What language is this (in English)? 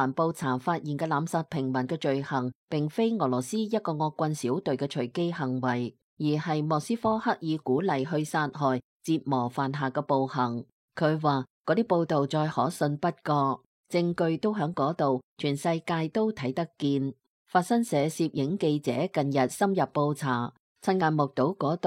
Cantonese